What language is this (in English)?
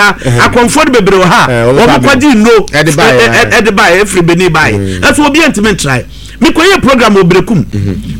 Akan